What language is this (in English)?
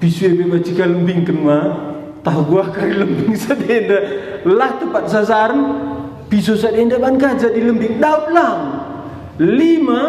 Batak Karo